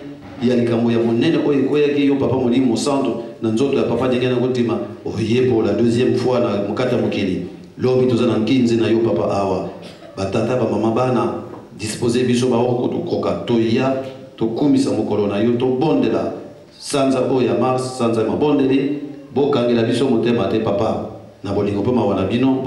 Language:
Lingala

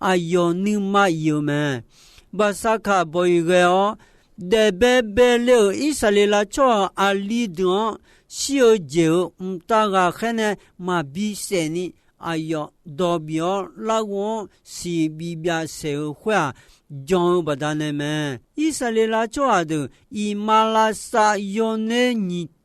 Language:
Akha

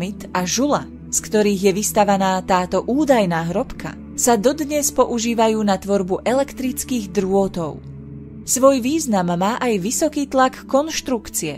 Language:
Slovak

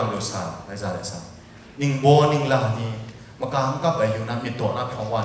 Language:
Kachin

